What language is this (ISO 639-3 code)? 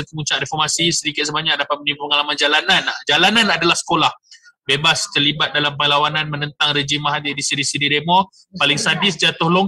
msa